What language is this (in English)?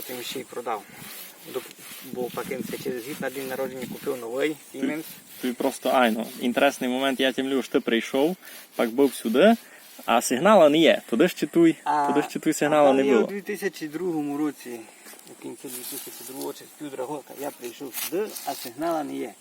Rusyn